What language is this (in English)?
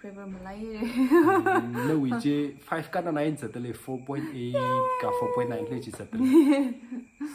Tangkhul Naga (India)